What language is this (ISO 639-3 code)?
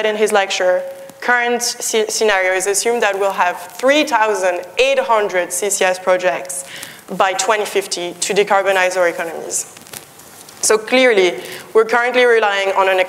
eng